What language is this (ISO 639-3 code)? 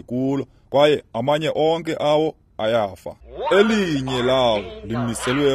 xho